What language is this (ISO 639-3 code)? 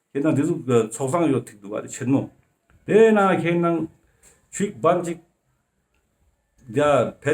lbj